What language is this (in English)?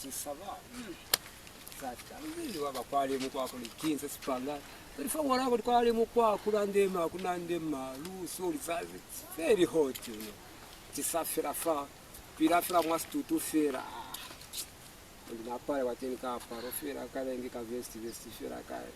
Lozi